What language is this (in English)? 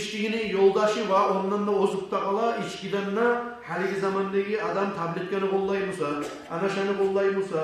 Kumyk